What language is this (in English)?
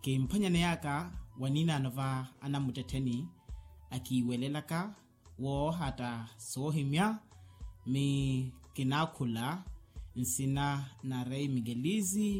Makhuwa